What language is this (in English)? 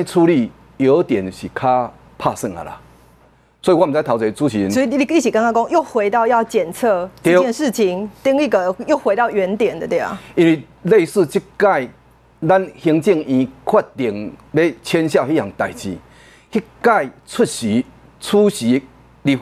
Chinese